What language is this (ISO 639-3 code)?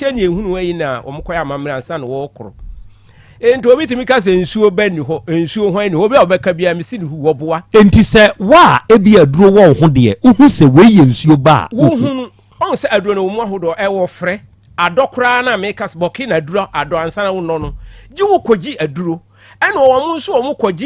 aka